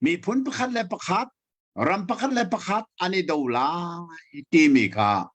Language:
Hakha Chin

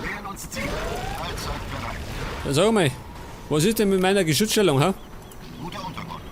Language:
Bavarian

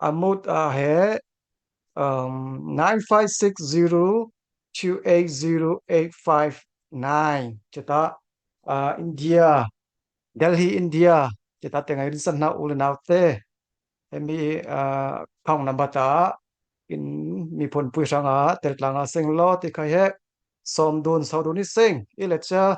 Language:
Falam Chin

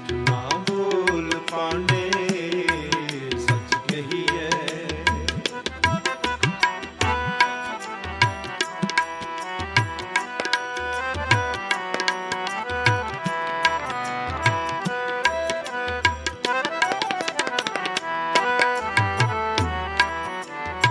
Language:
Hindi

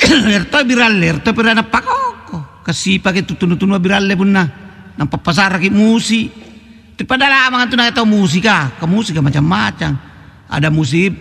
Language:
Makasar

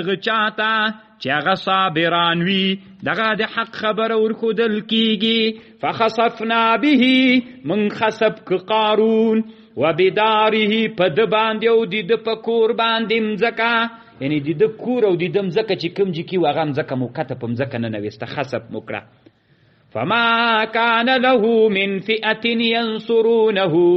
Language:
Pashto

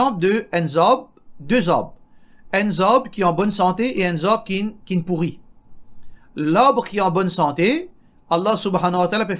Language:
Morisyen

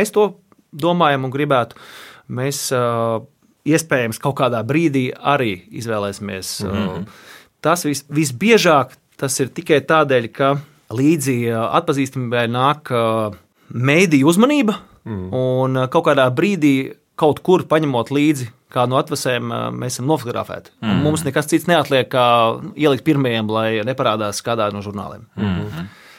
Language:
Latvian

